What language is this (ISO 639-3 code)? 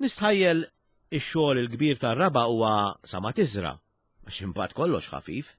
mlt